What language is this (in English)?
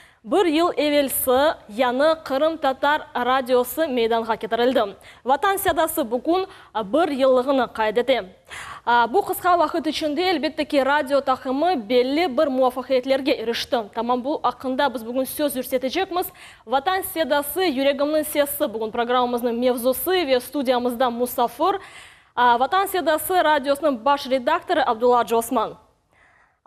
Crimean Tatar